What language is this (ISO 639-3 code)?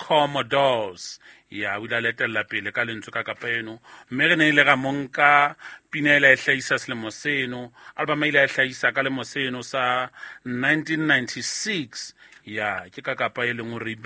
sot